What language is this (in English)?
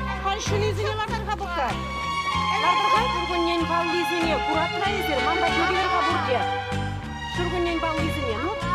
Chuvash